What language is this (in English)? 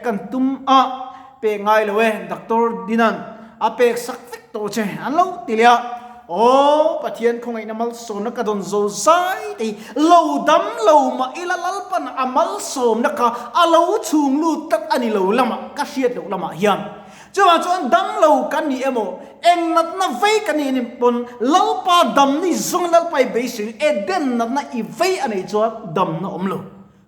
Mizo